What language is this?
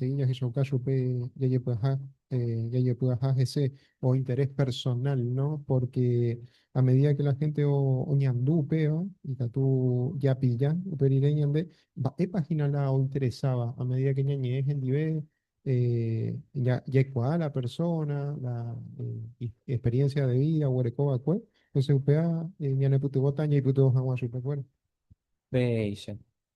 Guarani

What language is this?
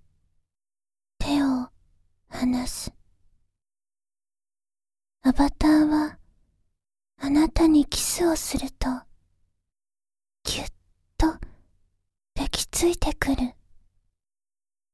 Japanese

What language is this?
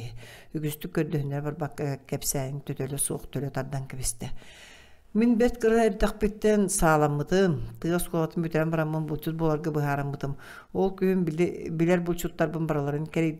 Yakut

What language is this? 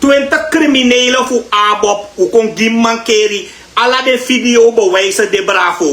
Sranan Tongo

